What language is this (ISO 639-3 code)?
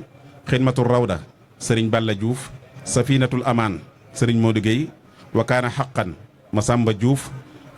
wol